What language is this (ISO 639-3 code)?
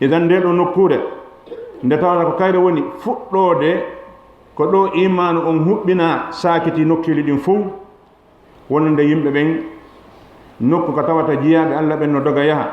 ful